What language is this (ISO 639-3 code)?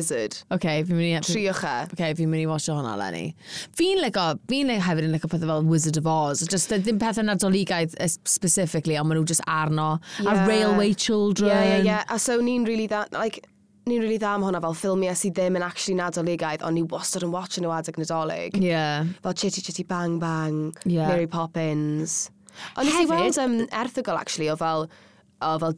cym